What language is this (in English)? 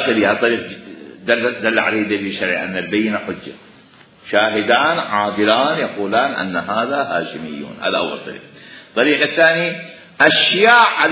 Mesopotamian Arabic